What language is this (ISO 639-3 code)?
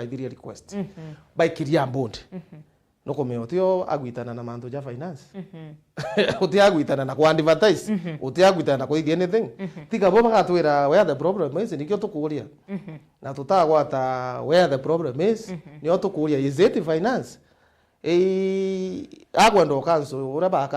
mer